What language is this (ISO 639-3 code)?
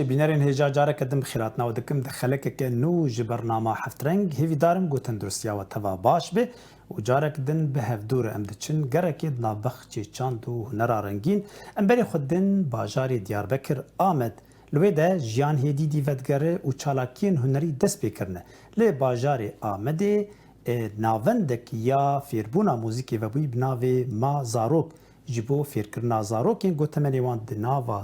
kur